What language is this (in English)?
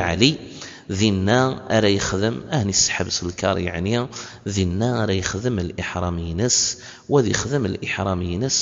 Kabyle